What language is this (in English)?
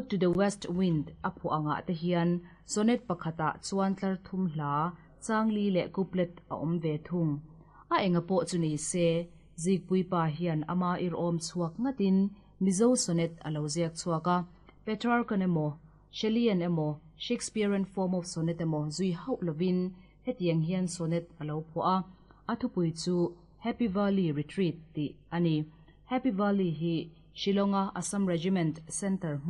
Mizo